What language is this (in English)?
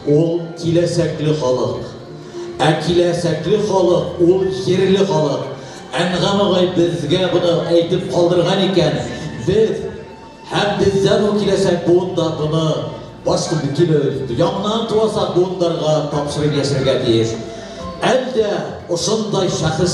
Bashkir